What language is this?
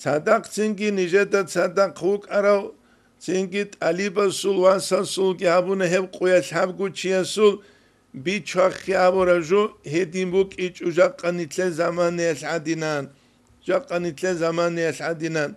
Avaric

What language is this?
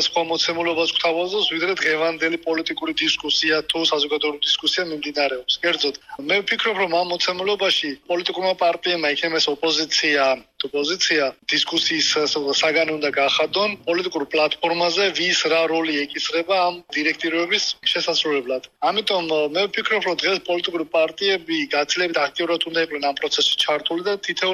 Georgian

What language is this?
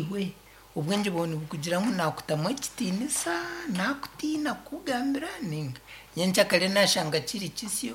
Nyankole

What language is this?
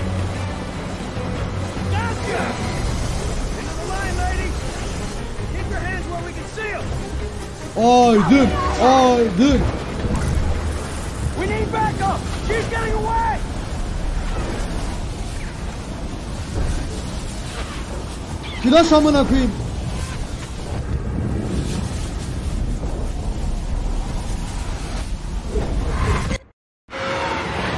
Turkish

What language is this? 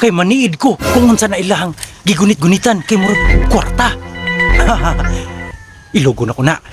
Cebuano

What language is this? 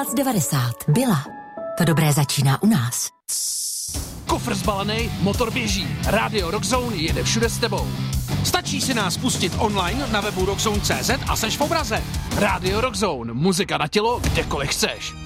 Czech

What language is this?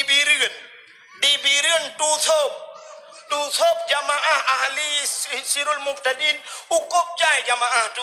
Achinese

